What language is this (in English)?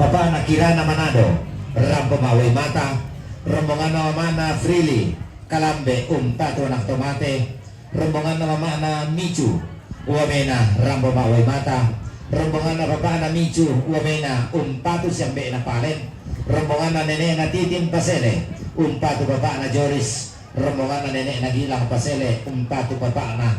Toraja-Sa'dan